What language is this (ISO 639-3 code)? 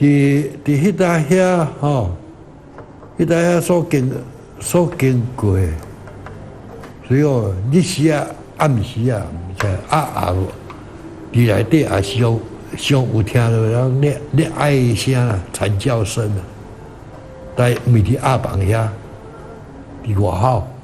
nan